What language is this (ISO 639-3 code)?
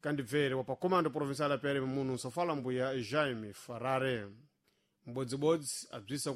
seh